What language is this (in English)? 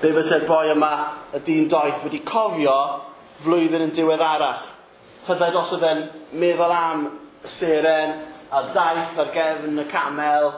Welsh